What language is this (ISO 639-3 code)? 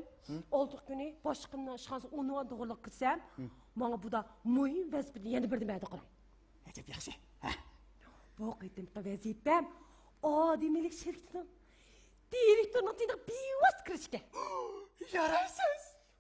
uig